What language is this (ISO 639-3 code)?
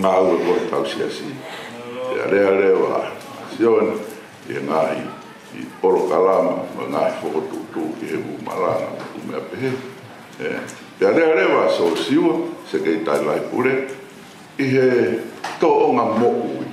ton